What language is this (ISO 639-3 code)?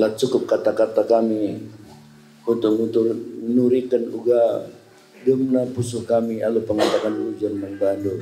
btx